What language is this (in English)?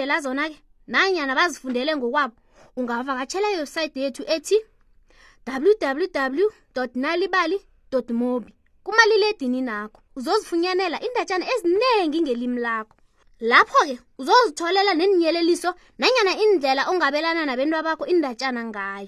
South Ndebele